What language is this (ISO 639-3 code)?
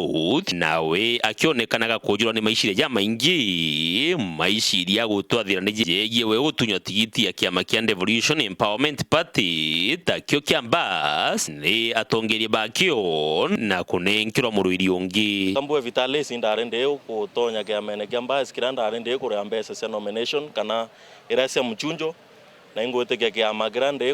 mer